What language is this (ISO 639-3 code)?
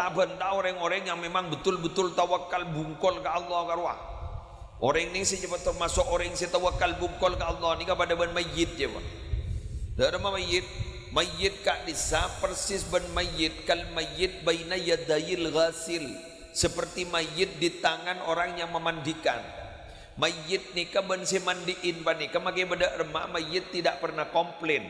mad